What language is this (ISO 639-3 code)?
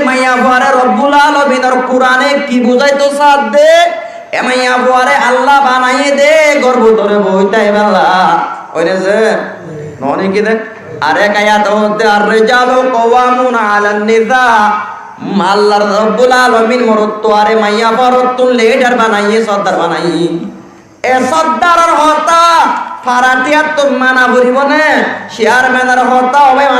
rhg